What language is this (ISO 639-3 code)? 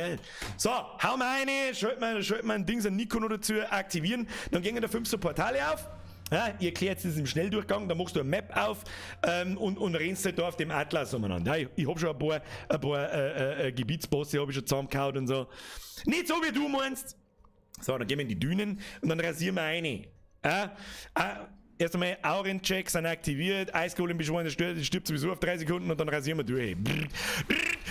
bar